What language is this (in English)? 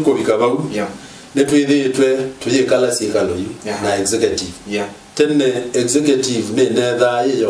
Kamba